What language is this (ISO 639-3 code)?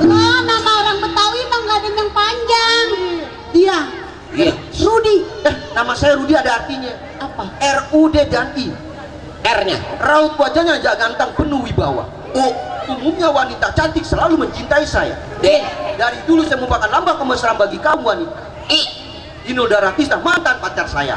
bew